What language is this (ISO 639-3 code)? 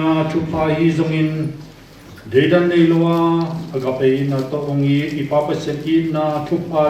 ctd